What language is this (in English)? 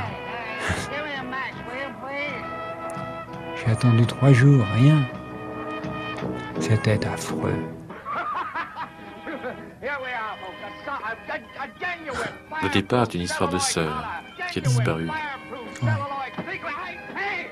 French